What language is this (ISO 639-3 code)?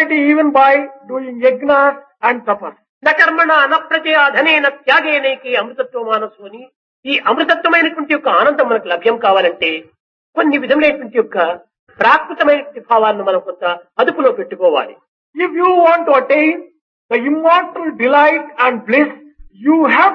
tel